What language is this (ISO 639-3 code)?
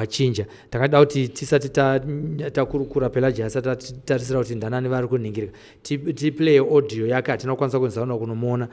sna